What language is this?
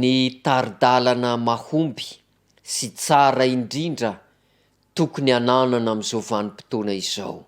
Malagasy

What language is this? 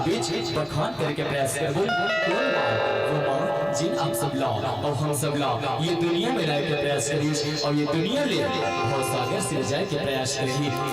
Chhattisgarhi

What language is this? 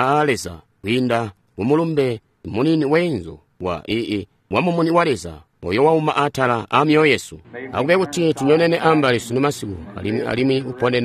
Tonga (Zambia)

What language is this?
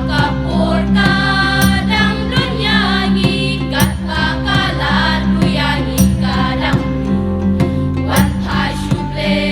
Khasi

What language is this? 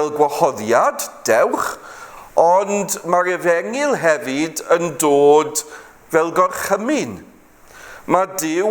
Welsh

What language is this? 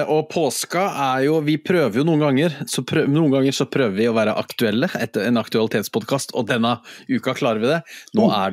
Norwegian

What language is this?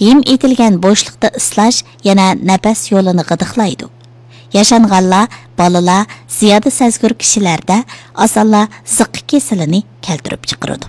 Uyghur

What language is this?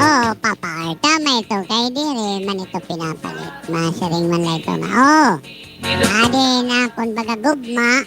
Waray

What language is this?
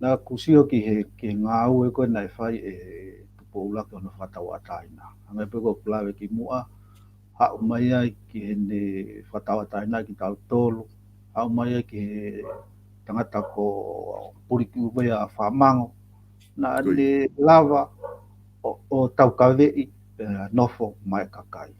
Tongan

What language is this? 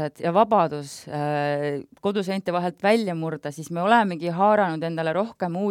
Estonian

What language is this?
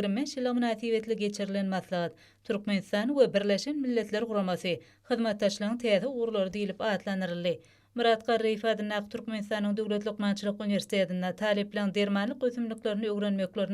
Turkmen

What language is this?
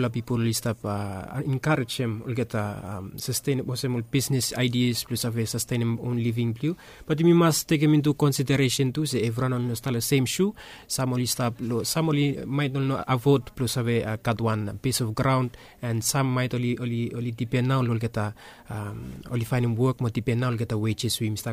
Bislama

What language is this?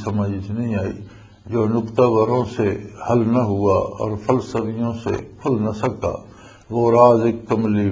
Western Panjabi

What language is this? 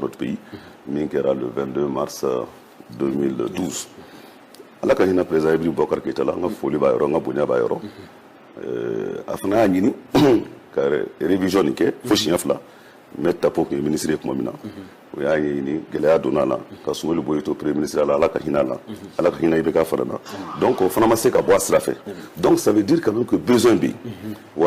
Bambara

